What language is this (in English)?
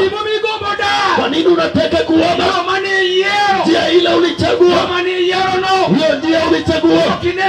Luo (Kenya and Tanzania)